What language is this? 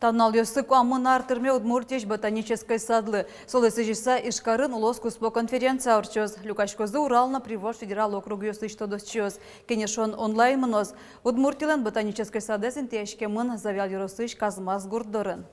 Udmurt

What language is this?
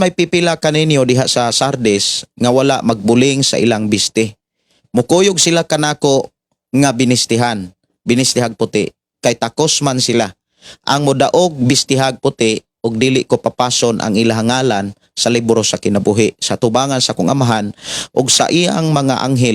Cebuano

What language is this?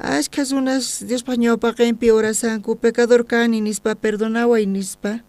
South Bolivian Quechua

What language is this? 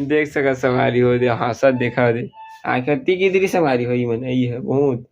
Chhattisgarhi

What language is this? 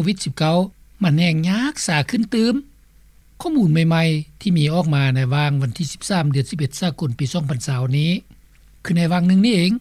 Lao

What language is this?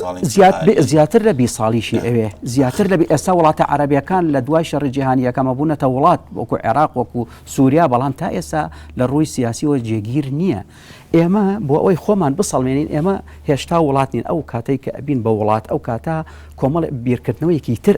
Central Kurdish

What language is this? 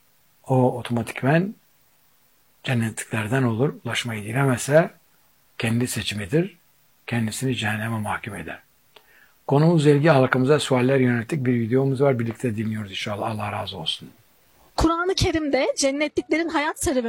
Turkish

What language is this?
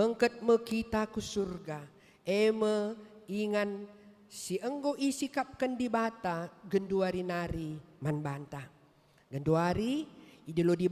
Batak Karo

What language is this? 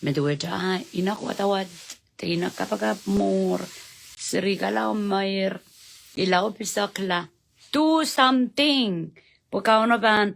Pohnpeian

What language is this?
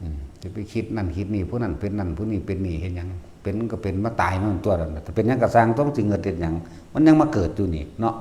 Northeastern Thai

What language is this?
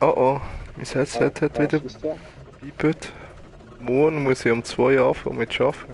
Swiss German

